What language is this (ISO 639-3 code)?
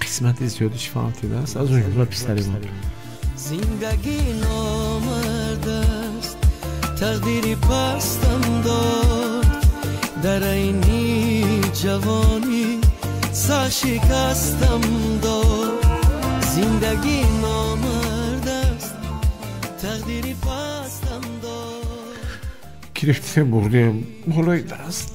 tgk